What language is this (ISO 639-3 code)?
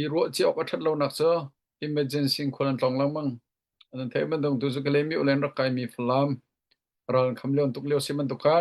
cnh